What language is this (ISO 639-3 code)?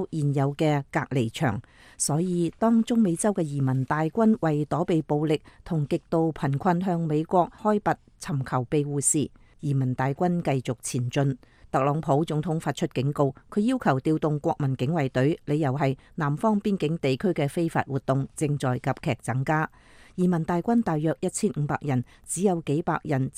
yue